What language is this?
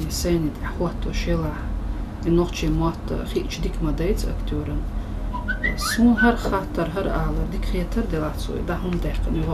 Chechen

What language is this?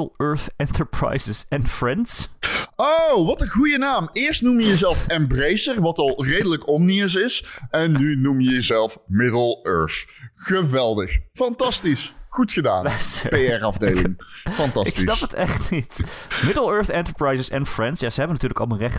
Dutch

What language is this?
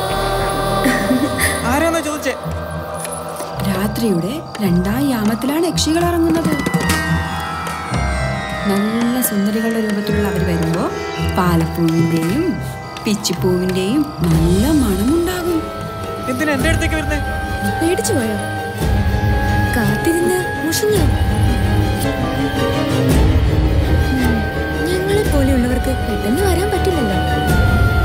Malayalam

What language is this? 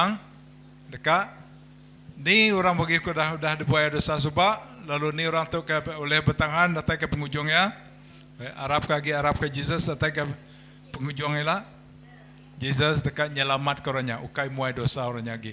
Iban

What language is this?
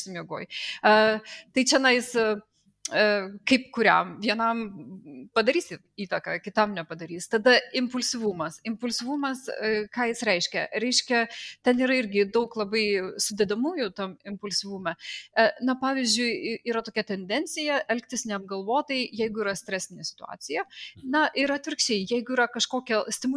Lithuanian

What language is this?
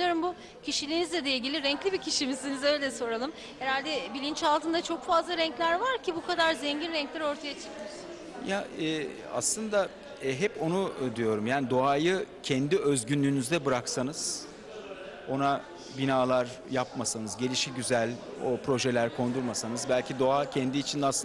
Turkish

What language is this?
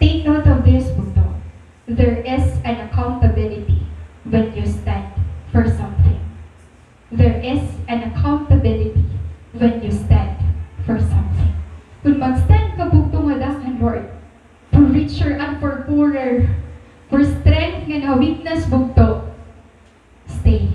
Waray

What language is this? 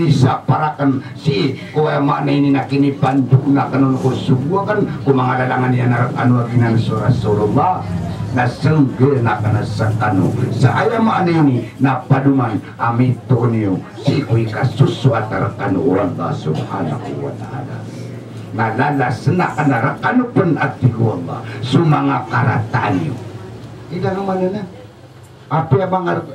Maranao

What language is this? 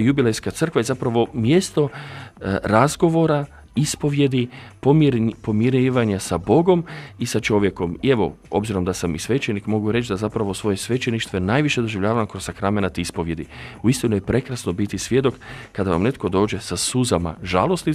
Croatian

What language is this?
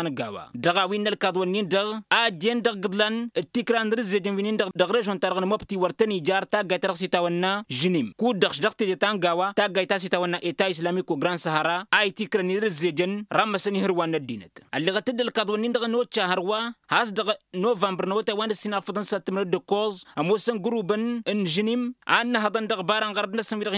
Tamasheq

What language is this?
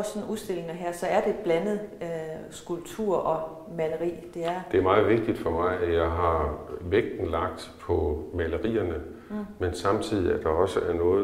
Danish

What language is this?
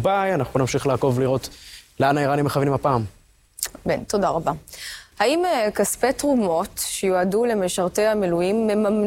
Hebrew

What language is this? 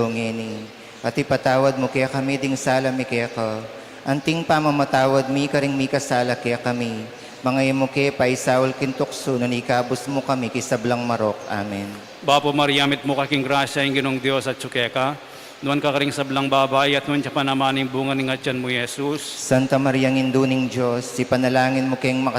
Pampanga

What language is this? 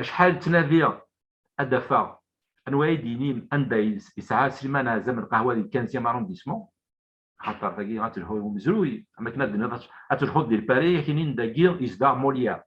Kabyle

